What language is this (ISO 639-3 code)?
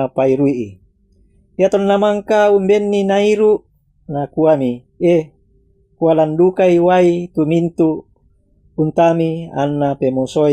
sda